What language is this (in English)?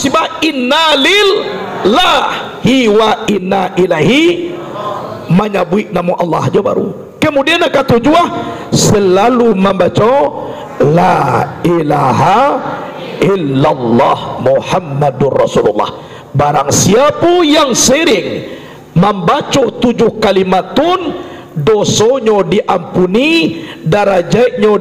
Minangkabau